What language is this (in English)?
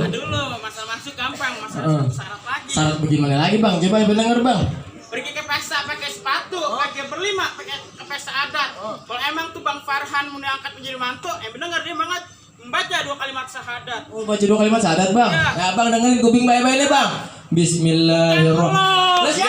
Betawi